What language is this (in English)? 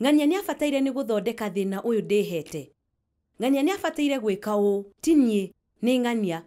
Kikuyu